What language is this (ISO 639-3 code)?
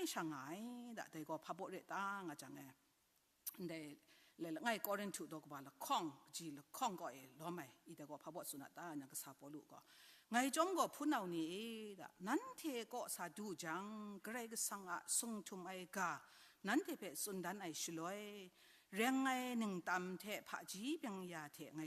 kac